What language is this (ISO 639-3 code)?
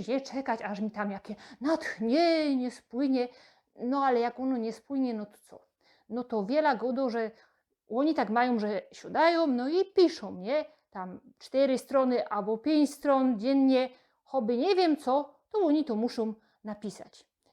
szl